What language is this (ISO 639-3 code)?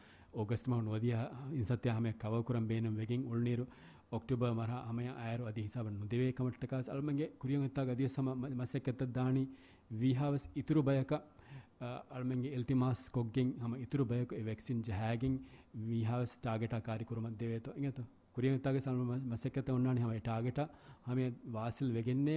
div